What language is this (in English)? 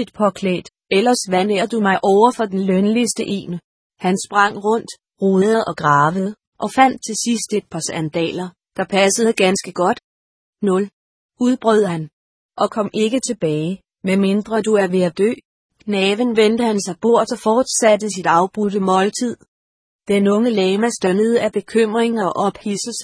Danish